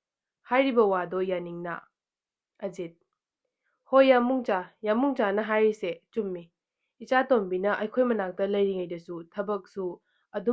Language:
Manipuri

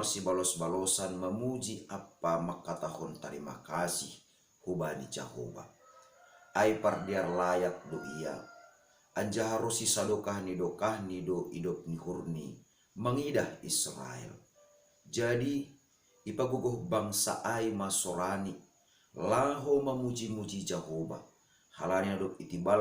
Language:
Batak Simalungun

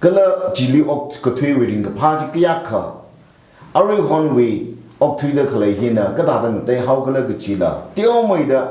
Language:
Tangkhul Naga (India)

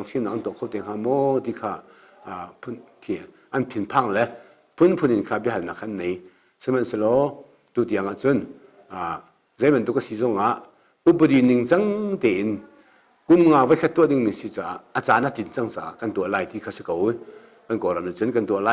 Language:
Hakha Chin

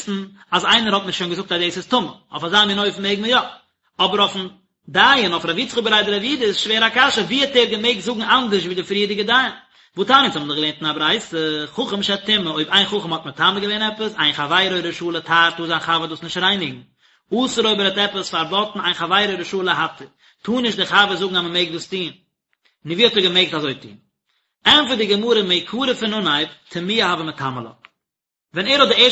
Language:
Yiddish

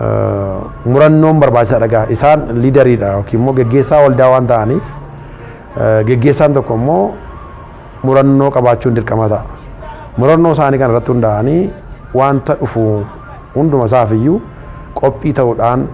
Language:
Oromo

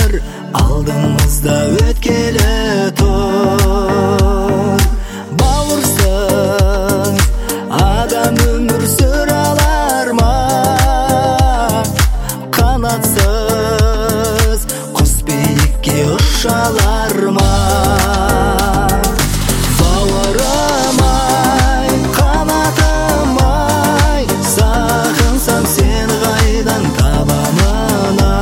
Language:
Kazakh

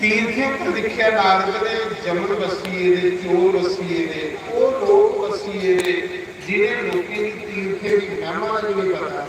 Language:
Dogri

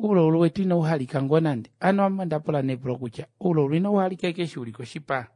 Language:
Kuanyama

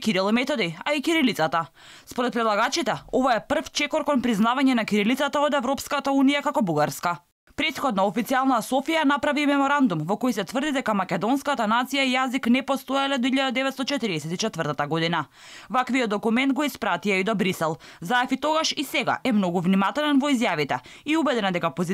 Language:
Macedonian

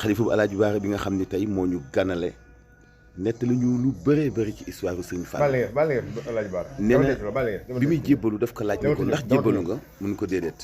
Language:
Wolof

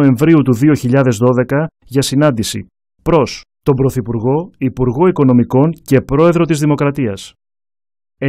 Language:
Greek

